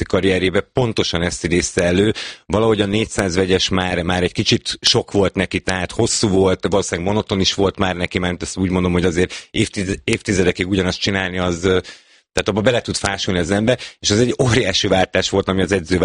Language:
Hungarian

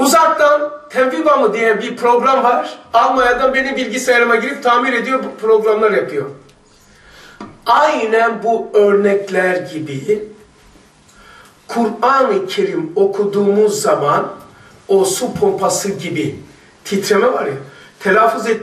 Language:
Turkish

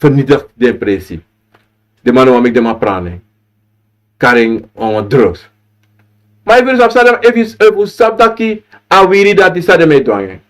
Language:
Sranan Tongo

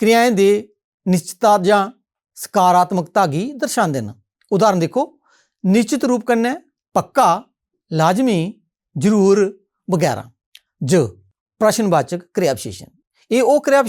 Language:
Dogri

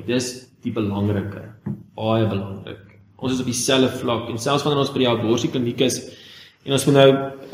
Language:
Afrikaans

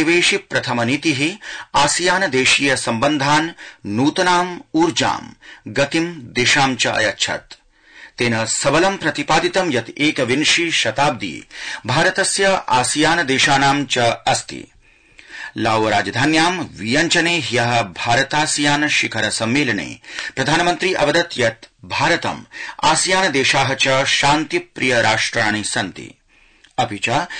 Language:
Sanskrit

